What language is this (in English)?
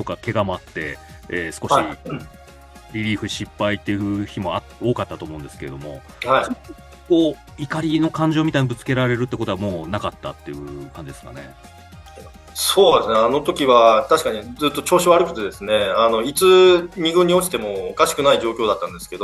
Japanese